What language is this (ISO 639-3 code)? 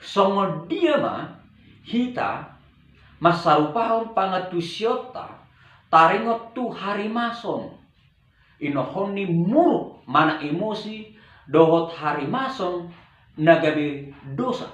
bbc